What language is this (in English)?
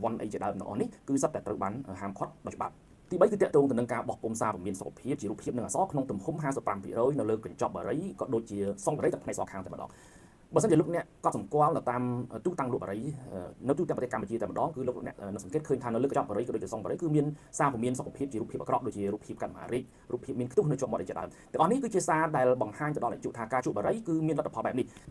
Khmer